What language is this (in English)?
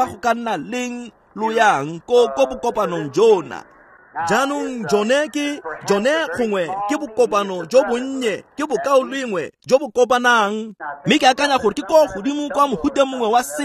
Tswana